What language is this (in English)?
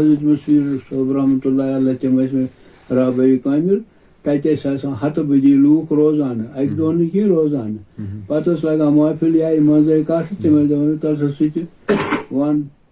Kashmiri